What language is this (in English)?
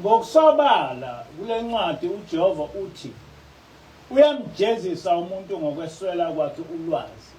Zulu